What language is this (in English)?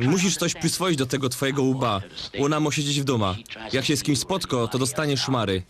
Silesian